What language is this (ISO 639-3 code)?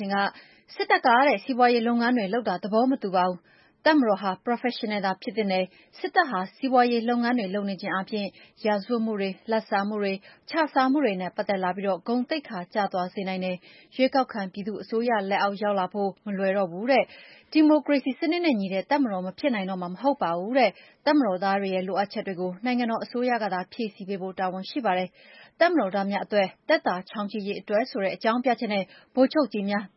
mya